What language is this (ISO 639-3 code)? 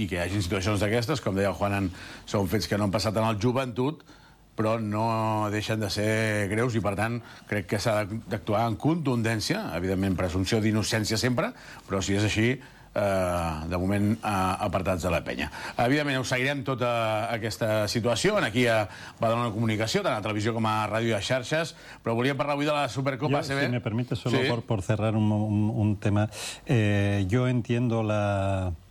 cat